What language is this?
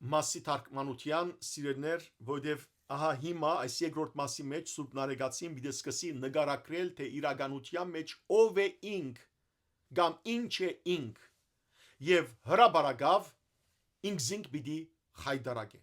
Western Armenian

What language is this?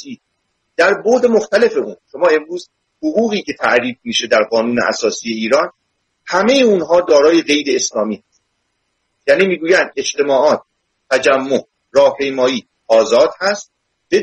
Persian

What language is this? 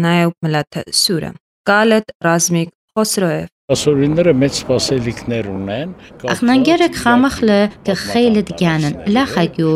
Armenian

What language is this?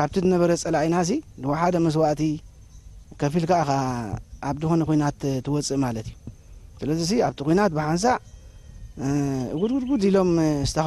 Tigrinya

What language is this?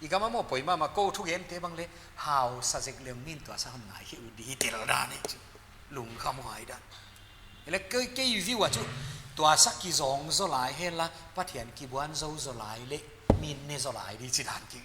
Paite Chin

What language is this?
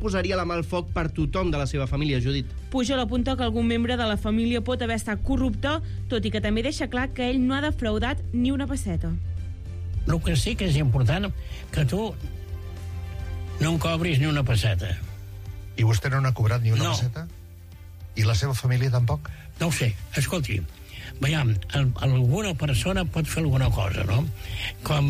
Catalan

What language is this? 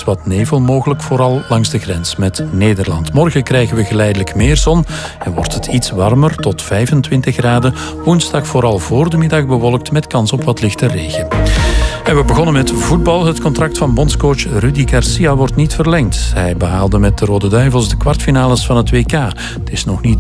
Dutch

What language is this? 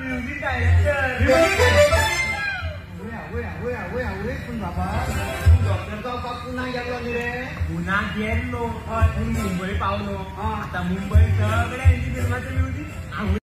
Konkani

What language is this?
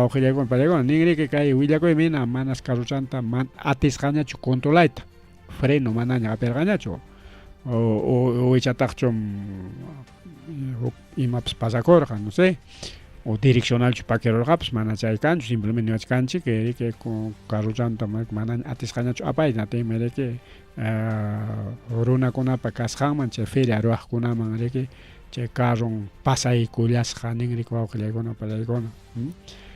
Ayacucho Quechua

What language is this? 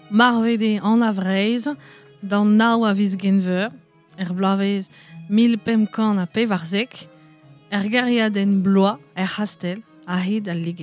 Breton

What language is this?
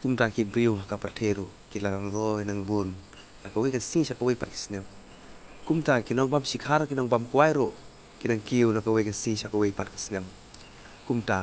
Khasi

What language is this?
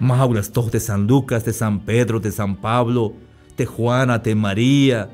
Tzeltal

